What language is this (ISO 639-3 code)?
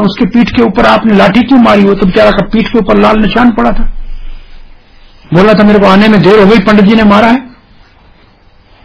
hin